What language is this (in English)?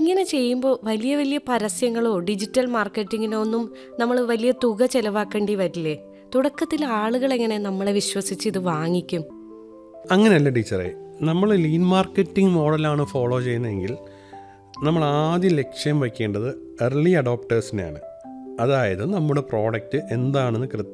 Malayalam